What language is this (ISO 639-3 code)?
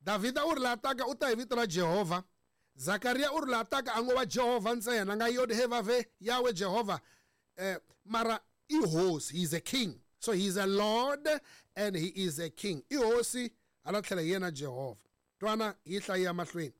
tso